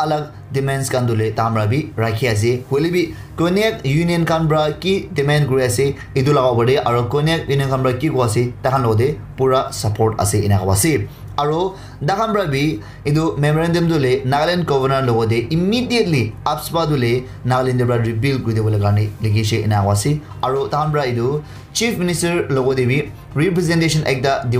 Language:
Naga Pidgin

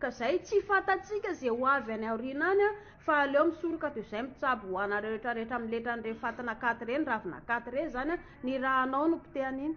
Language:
Malagasy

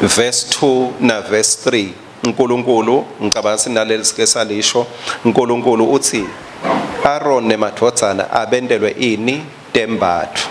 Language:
Swati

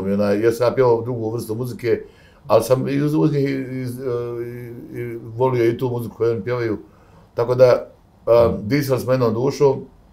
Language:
Bosnian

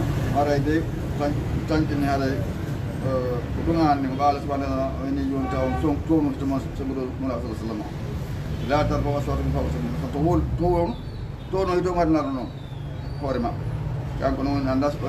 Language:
Fula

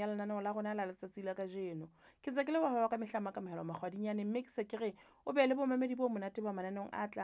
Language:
Southern Sotho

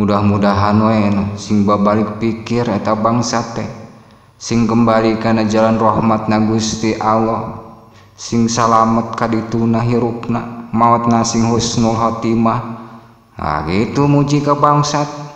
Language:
Sundanese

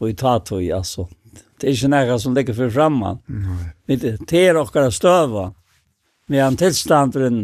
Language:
Faroese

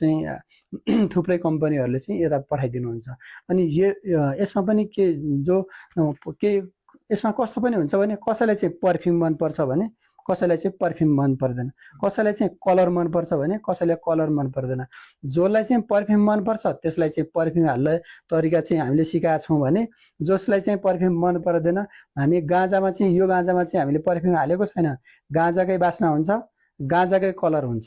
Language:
Nepali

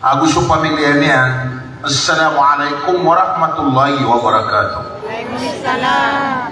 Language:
Maranao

